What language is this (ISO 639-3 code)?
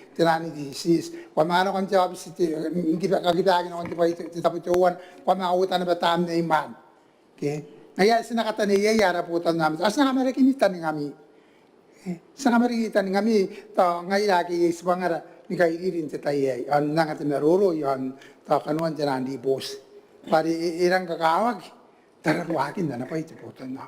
gil